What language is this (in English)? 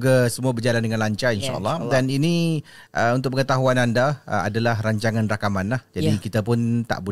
Malay